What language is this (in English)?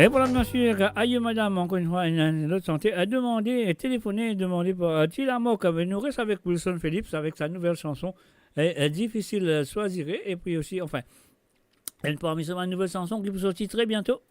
Morisyen